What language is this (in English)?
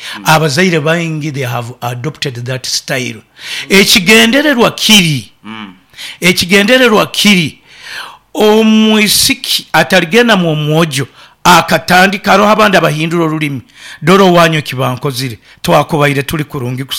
Nyoro